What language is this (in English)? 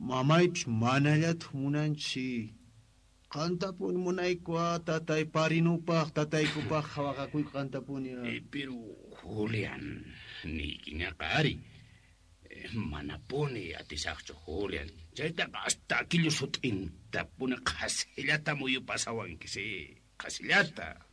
South Bolivian Quechua